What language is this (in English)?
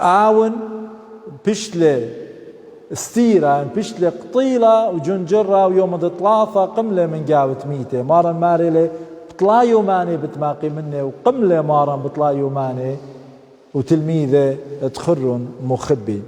Assyrian Neo-Aramaic